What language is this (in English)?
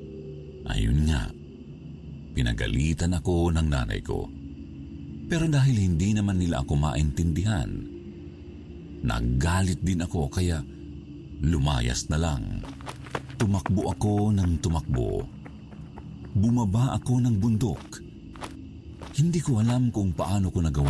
Filipino